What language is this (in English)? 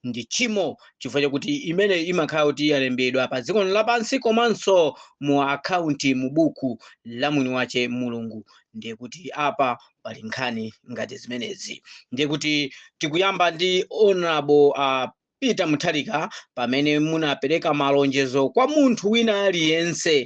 Nyanja